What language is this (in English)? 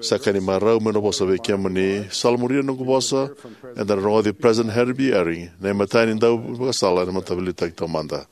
Fijian